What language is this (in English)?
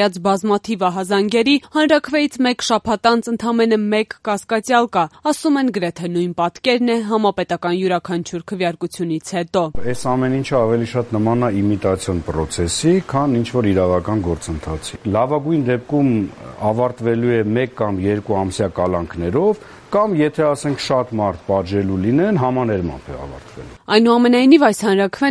Armenian